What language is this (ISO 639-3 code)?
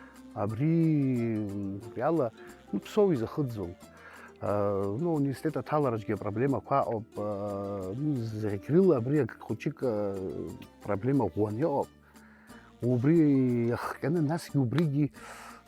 abk